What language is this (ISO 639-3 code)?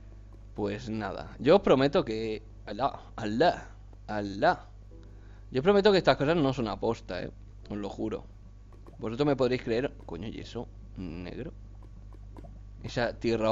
spa